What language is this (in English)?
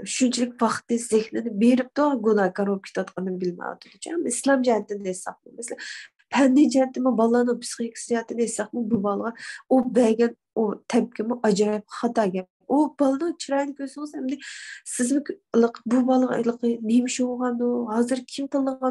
Uyghur